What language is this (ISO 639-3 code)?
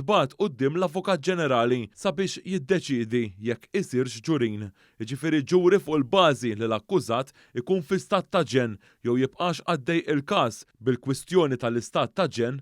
mlt